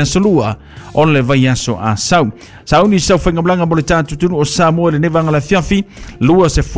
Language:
Samoan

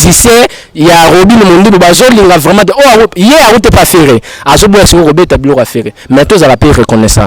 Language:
Lingala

